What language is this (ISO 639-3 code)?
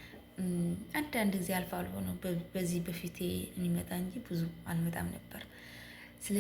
amh